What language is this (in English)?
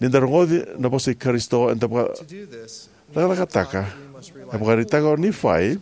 Fijian